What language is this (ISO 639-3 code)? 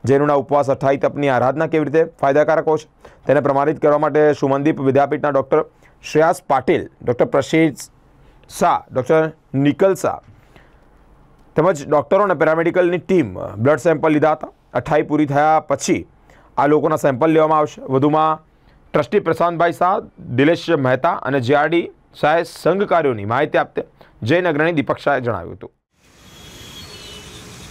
guj